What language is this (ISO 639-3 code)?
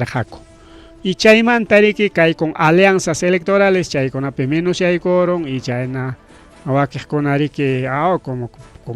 quy